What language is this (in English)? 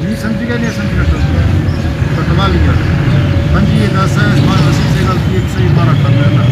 Saraiki